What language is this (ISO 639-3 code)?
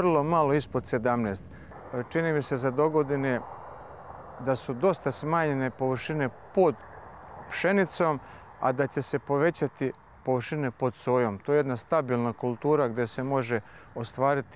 srp